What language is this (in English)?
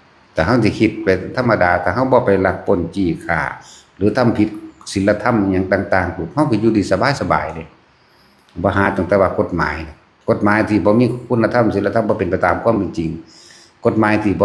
Northeastern Thai